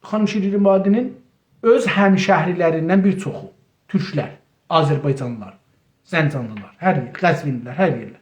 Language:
South Azerbaijani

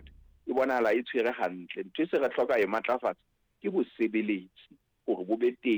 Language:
Southern Sotho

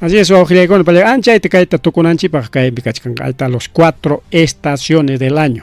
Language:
Ayacucho Quechua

